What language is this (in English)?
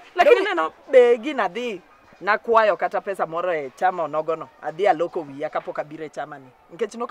Luo (Kenya and Tanzania)